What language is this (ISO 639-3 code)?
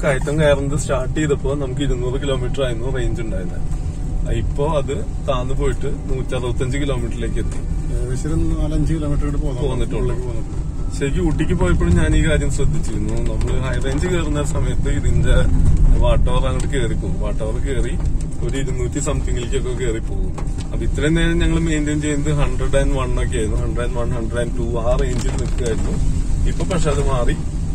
mal